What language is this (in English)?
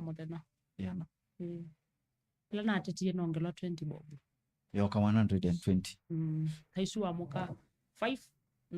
Kamba